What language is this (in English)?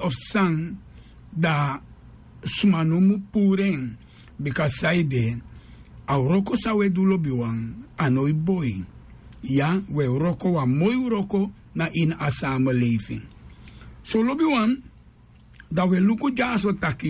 Sranan Tongo